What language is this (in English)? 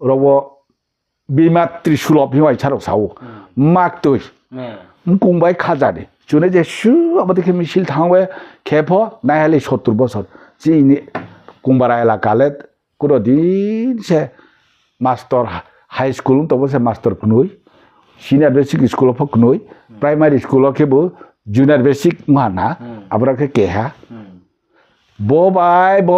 Riang (India)